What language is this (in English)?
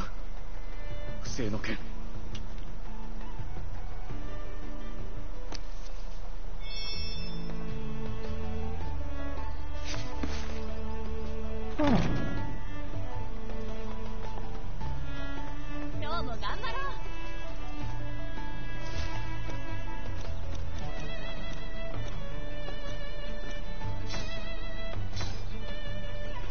Japanese